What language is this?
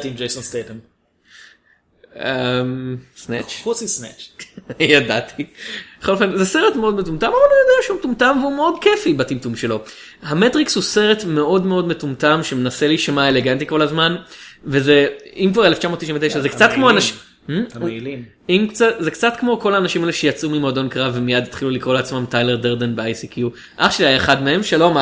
Hebrew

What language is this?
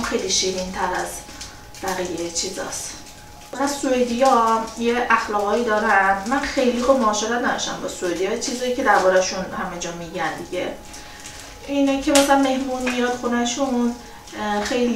Persian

